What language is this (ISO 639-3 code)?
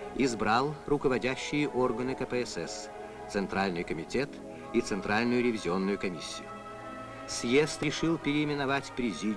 rus